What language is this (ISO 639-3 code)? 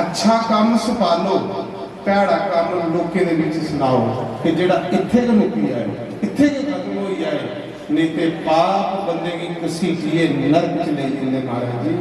doi